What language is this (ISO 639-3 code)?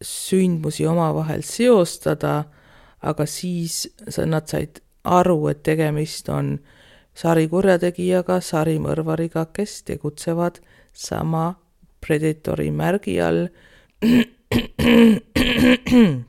est